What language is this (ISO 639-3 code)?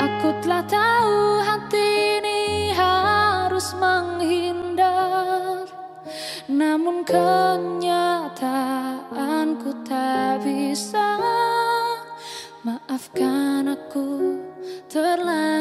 ind